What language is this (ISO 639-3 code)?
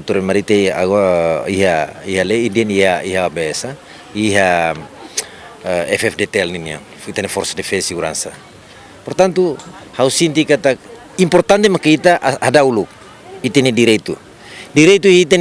tet